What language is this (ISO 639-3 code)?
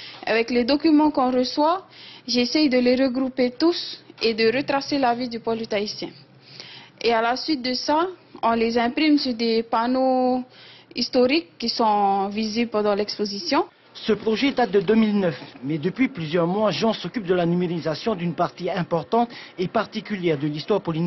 fra